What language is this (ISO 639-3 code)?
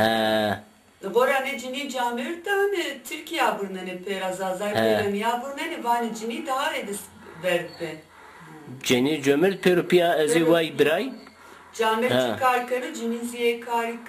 zza